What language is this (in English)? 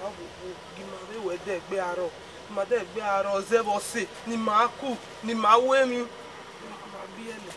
Bini